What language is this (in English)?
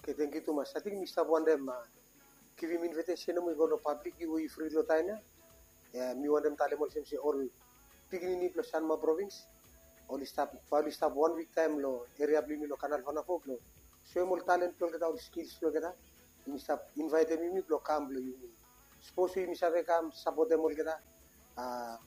Bislama